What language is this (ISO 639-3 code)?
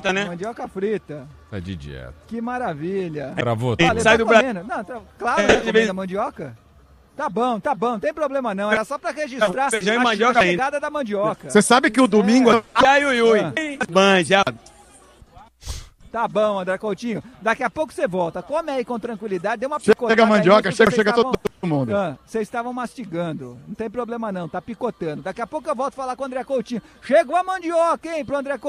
por